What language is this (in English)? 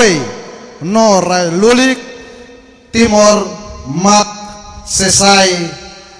Tetum